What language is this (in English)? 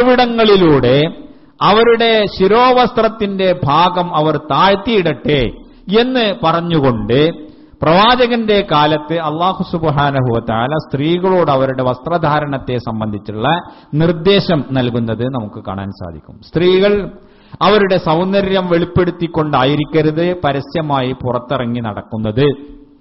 Malayalam